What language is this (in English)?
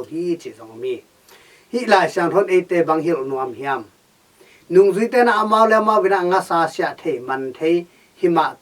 Tedim Chin